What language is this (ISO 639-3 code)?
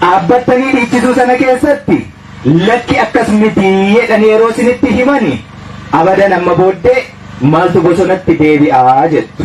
orm